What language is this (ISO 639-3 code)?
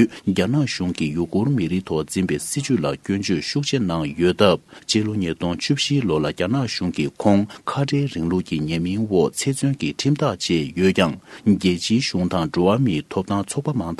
bod